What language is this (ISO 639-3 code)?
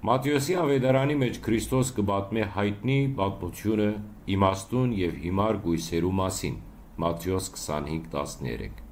hyw